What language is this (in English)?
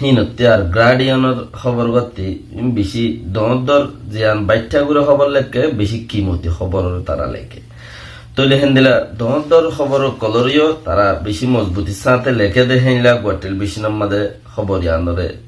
Rohingya